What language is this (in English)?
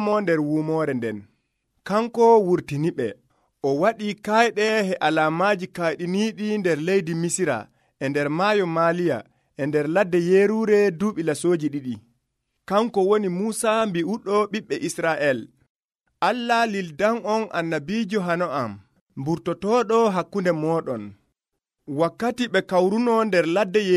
Nigerian Fulfulde